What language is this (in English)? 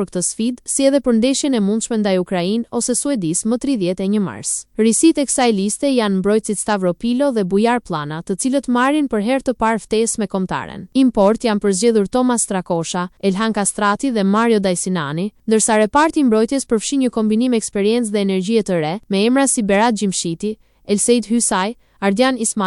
Albanian